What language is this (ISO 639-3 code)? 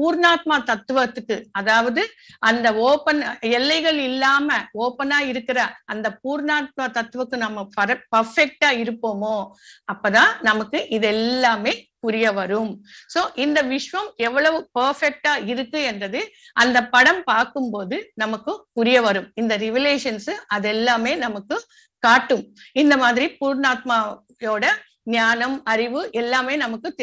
tam